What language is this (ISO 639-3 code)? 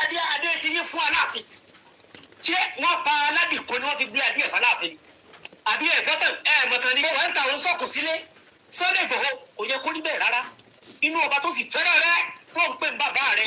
yor